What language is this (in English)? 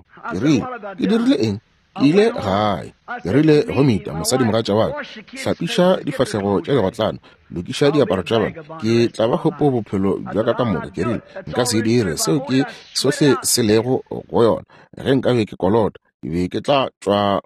Northern Sotho